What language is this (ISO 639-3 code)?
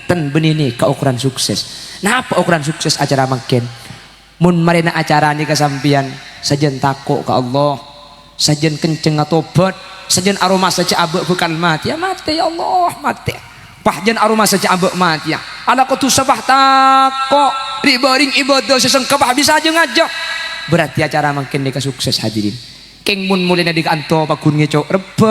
mad